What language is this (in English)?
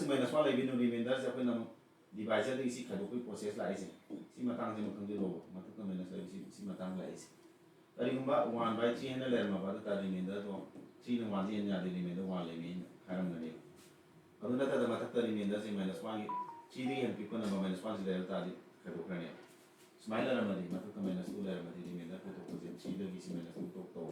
Manipuri